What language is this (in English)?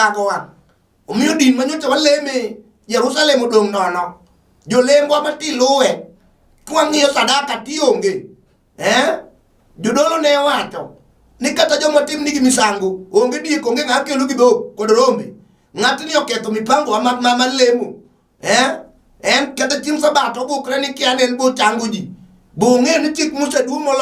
Luo (Kenya and Tanzania)